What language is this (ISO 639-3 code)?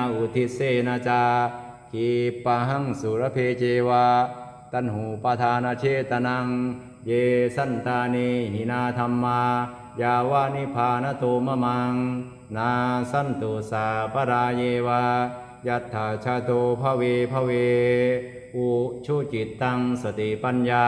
pli